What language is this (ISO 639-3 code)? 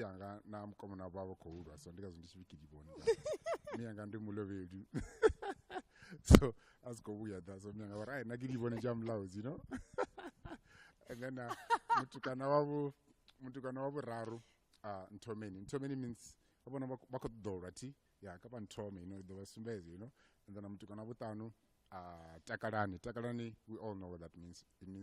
ven